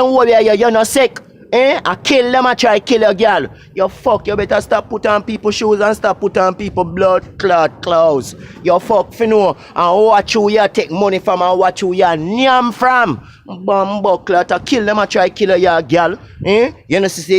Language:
Jamaican Creole English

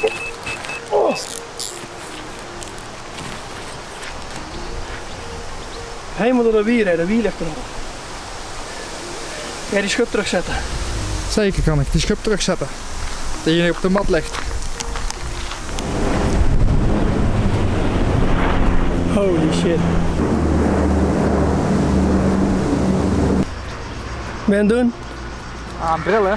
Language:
Dutch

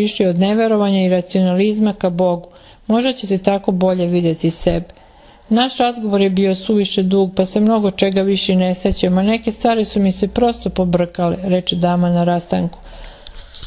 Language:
Serbian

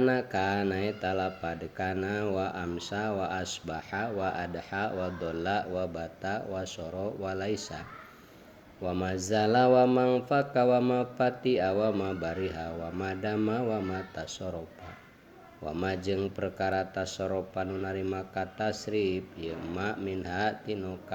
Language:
Sundanese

